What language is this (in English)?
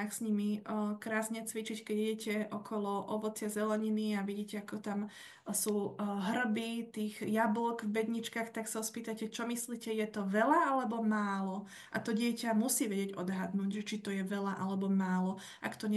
Slovak